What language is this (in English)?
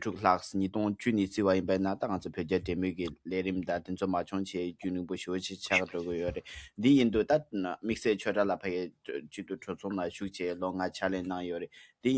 Tibetan